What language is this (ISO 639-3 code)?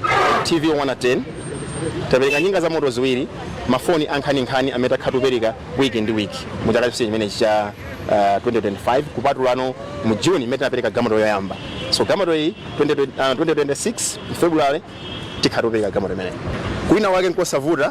nya